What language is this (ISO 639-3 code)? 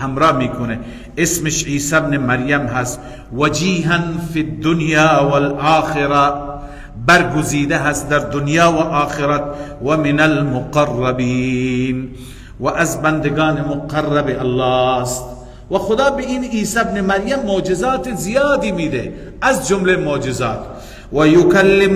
fas